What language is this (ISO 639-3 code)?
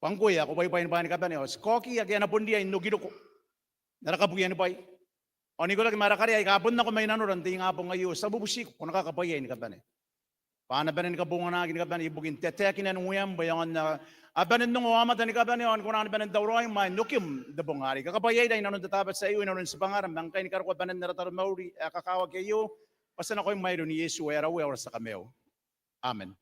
gil